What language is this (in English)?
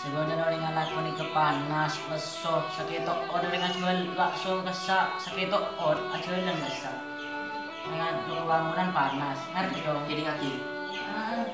Madurese